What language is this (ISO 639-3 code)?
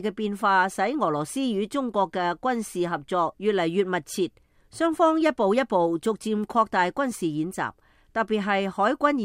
yue